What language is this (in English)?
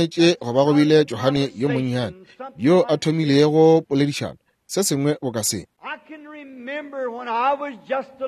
Northern Sotho